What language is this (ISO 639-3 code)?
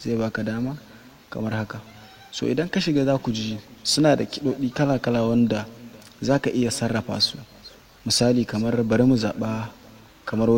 hau